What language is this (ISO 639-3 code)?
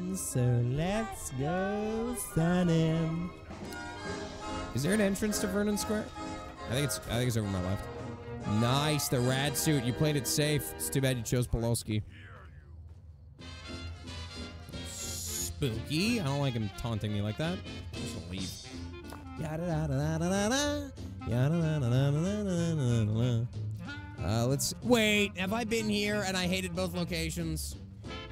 eng